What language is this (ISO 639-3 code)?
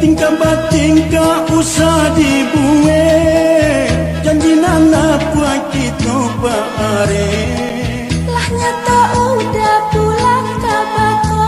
min